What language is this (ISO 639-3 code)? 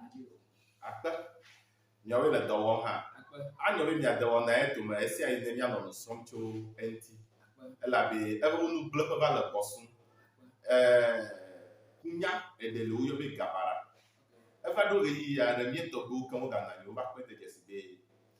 ewe